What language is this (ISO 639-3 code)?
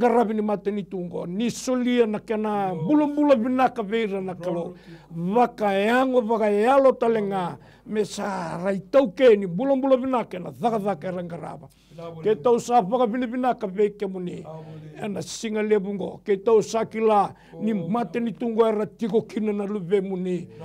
fij